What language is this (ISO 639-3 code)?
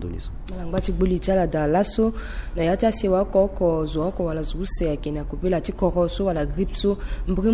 sag